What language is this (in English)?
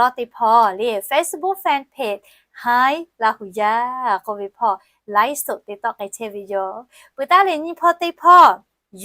Lahu